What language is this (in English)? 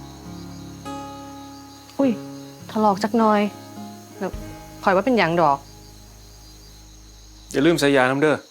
Lao